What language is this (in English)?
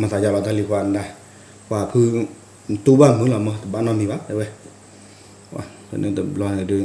S'gaw Karen